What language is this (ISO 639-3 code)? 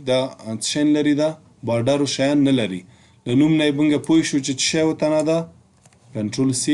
pus